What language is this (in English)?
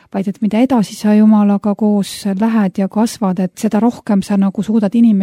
Estonian